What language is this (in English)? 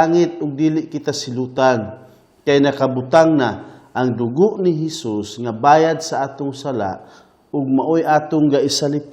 Cebuano